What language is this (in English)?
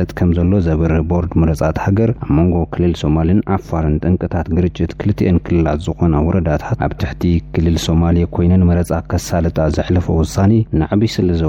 Tigrinya